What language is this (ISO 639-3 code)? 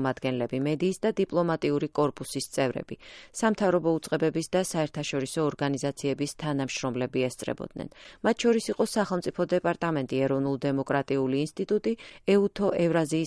kat